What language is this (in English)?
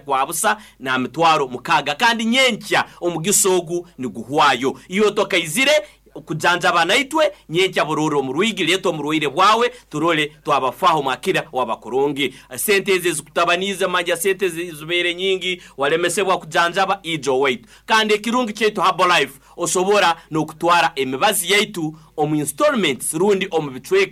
Nyoro